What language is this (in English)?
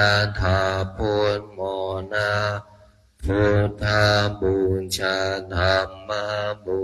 Pali